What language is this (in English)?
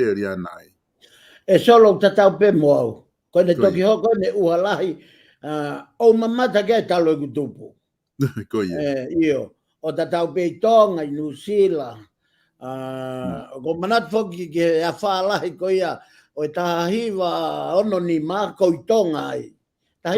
Tongan